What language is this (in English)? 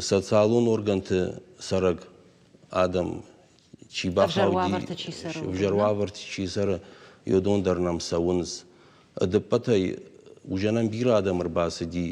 Ossetic